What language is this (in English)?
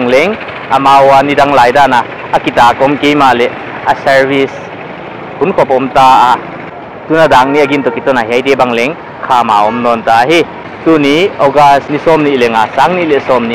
Paite Chin